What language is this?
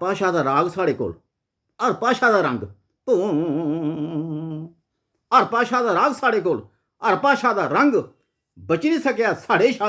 Dogri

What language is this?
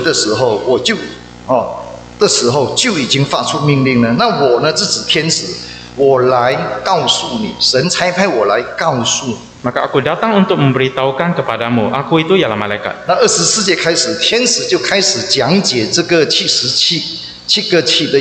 Chinese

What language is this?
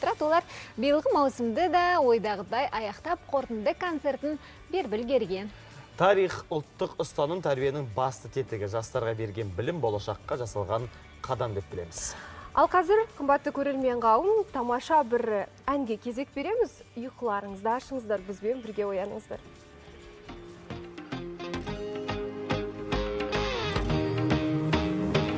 Kazakh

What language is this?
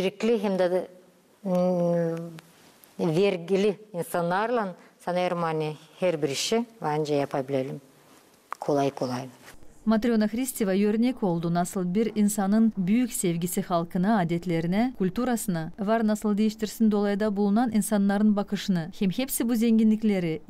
Gagauz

